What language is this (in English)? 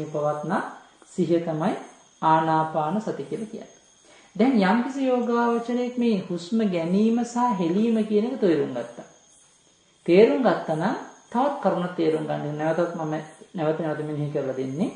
Sinhala